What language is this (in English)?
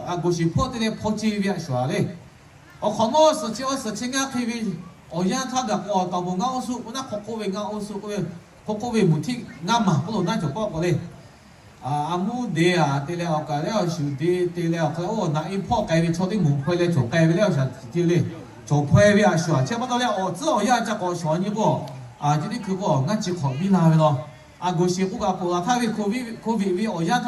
Lahu